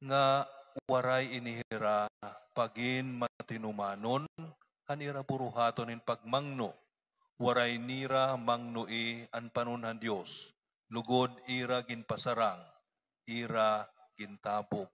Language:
Waray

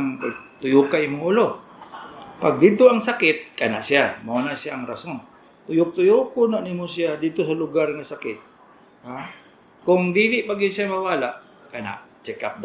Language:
Cebuano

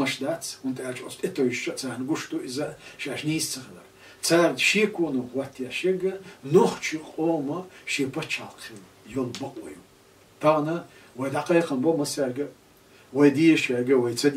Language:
Chechen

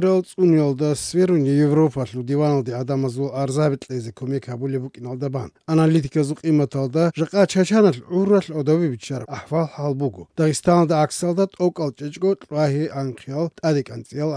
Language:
Avaric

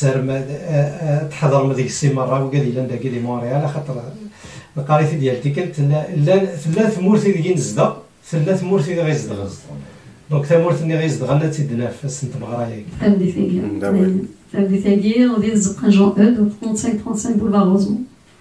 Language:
Kabyle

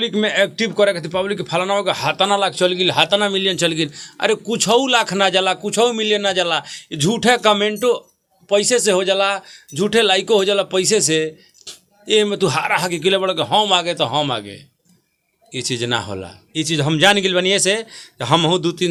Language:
Bhojpuri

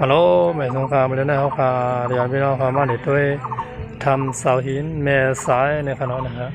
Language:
Shan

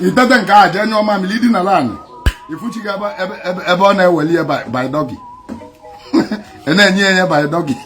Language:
Igbo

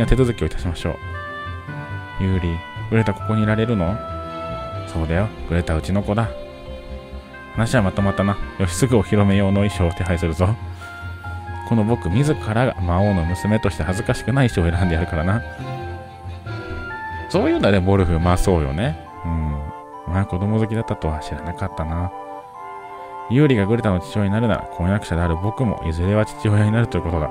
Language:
Japanese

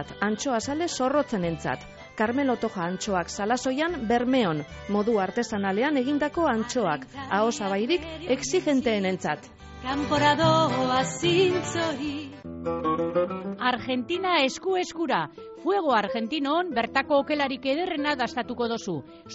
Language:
Basque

